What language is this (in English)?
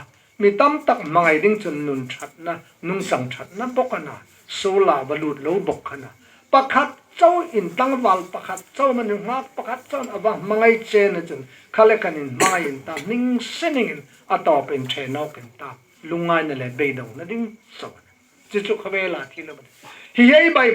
Hmar